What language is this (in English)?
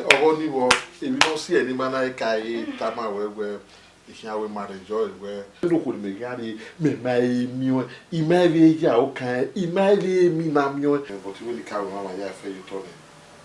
Bini